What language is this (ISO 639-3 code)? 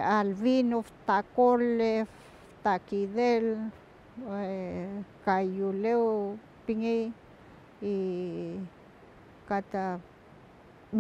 arn